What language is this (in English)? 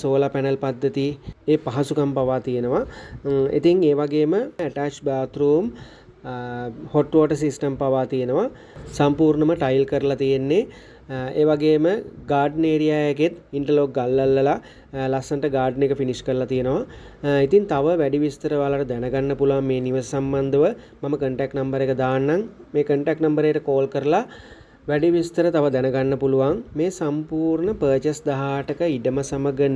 Sinhala